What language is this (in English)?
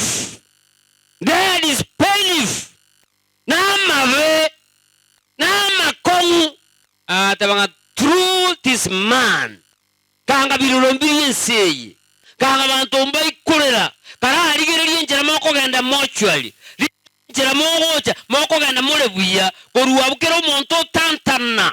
Gusii